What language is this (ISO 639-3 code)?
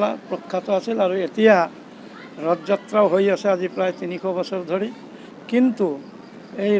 asm